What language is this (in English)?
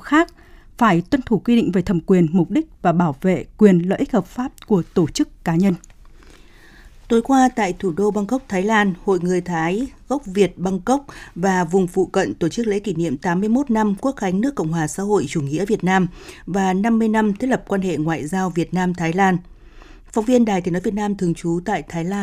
Vietnamese